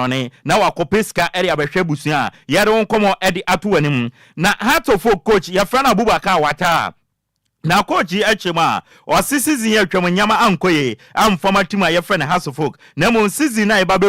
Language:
Akan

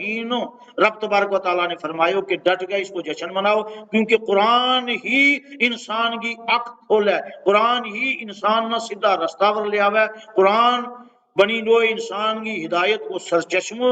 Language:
Gujari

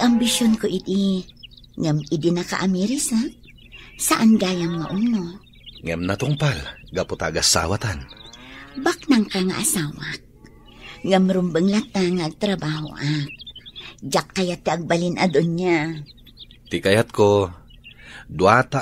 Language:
Iloko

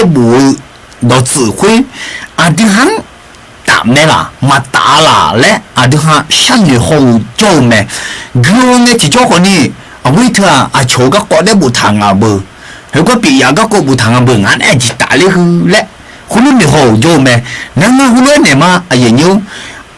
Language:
Akha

